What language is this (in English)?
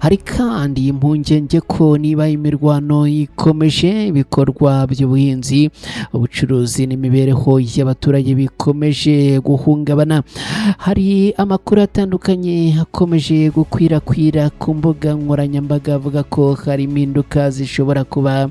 Kinyarwanda